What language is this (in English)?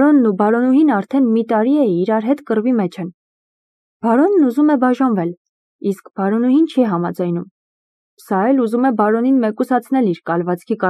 Armenian